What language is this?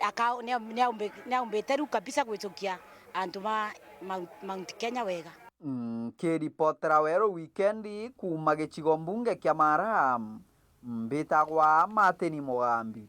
Meru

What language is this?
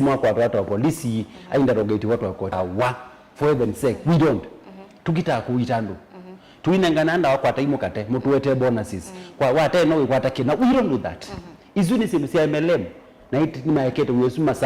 Kamba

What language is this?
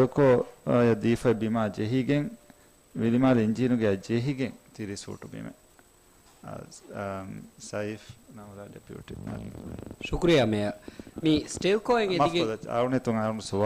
Divehi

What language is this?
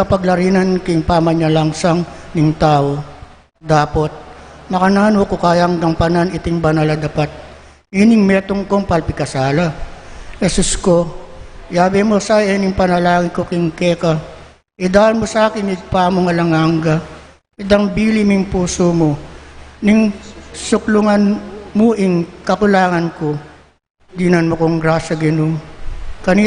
Pampanga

